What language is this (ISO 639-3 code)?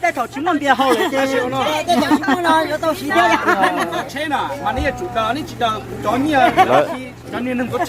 hmn